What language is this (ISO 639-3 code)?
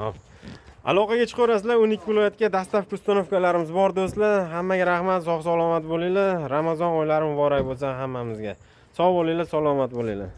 uzb